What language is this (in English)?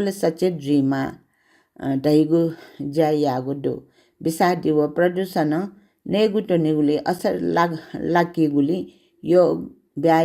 Newari